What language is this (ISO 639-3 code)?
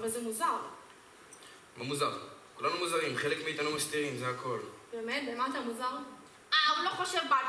heb